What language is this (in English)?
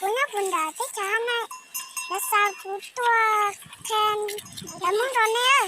Hmong